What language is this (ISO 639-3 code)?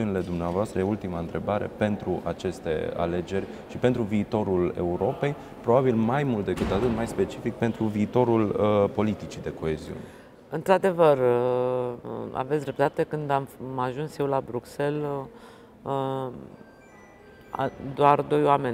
ron